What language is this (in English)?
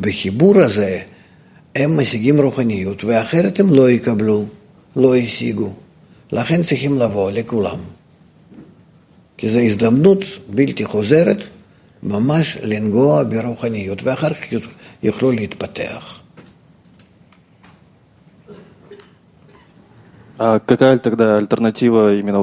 Hebrew